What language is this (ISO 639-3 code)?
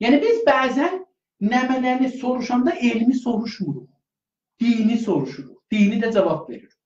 azb